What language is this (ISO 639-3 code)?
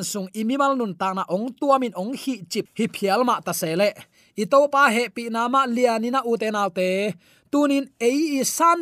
ctd